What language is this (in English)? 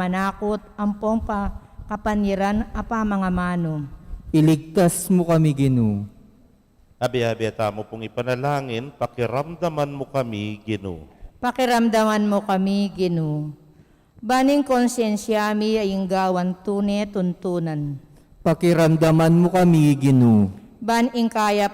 Pampanga